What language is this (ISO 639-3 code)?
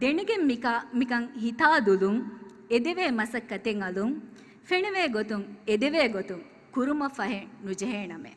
div